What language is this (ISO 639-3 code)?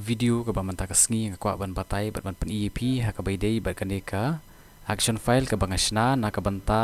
kha